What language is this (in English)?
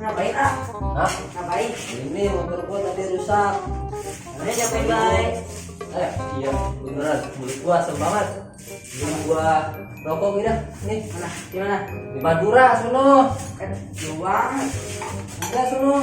Betawi